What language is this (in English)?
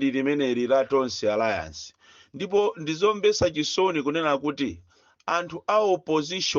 Nyanja